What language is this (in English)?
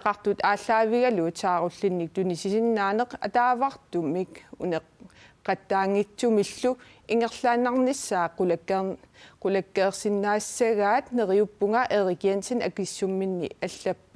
Kalaallisut